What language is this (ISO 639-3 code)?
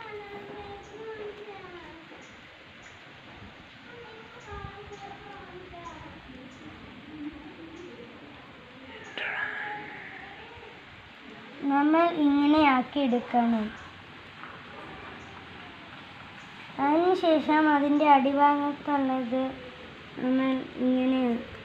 mal